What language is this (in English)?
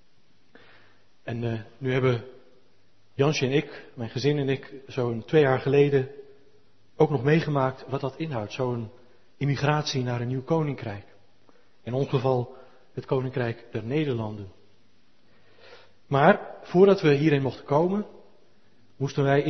Dutch